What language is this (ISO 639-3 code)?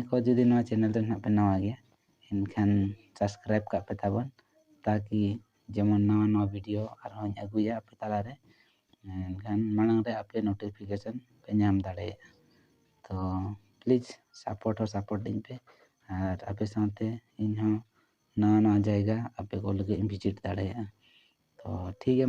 sat